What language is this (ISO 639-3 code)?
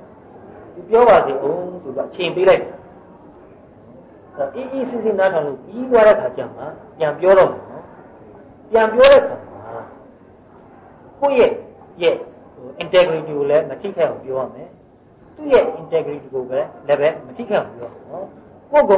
mya